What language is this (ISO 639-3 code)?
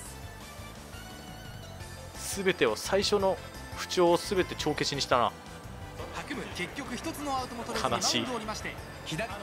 jpn